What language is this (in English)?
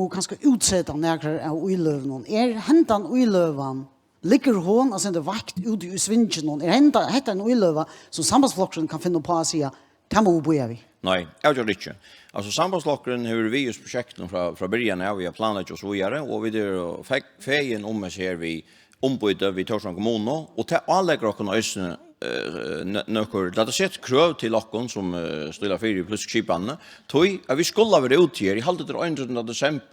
Faroese